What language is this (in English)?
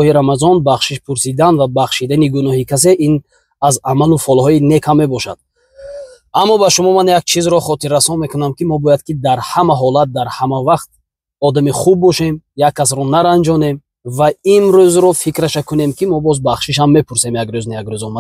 Tajik